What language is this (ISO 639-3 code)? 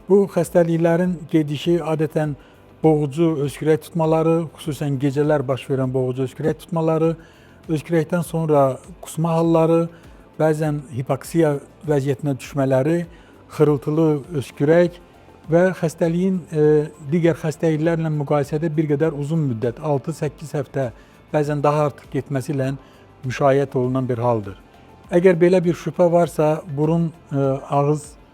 aze